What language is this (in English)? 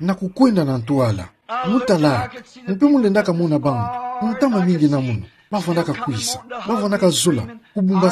Kituba (Democratic Republic of Congo)